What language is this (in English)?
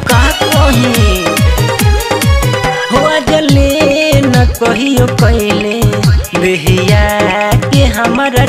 Bhojpuri